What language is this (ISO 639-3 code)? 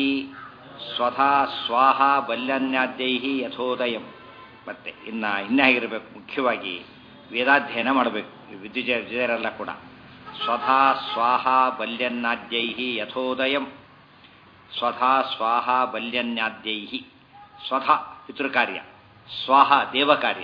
kan